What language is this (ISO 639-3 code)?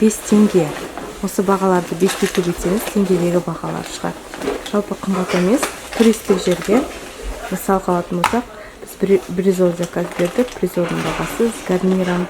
kaz